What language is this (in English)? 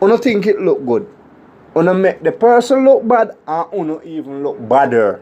Jamaican Creole English